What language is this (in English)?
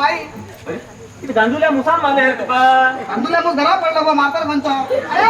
Konkani